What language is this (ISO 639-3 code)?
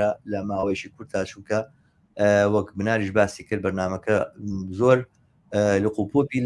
ckb